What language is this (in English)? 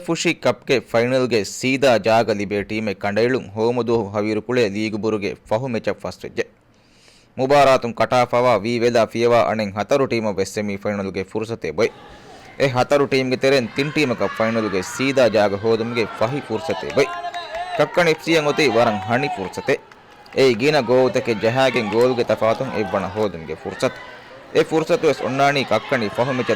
Divehi